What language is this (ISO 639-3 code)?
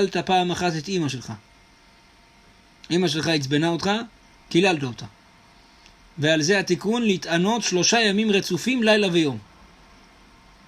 heb